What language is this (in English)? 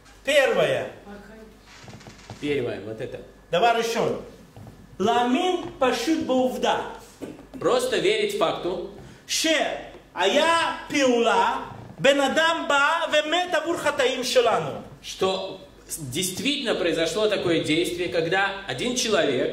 Russian